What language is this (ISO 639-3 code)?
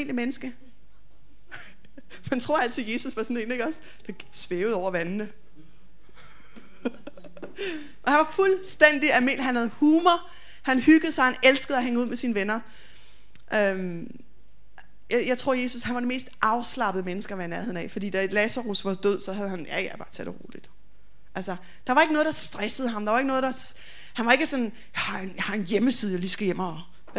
dan